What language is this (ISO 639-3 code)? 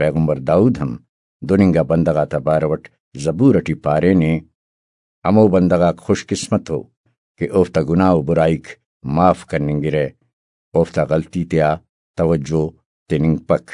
brh